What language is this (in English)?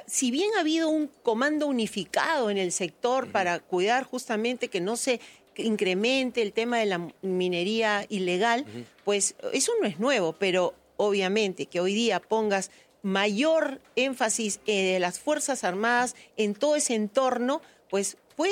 Spanish